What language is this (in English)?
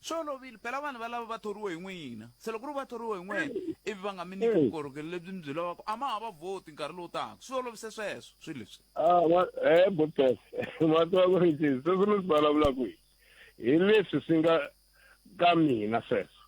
Tsonga